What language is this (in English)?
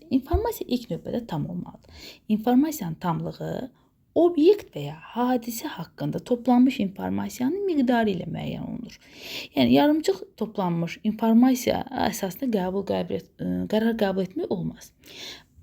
Azerbaijani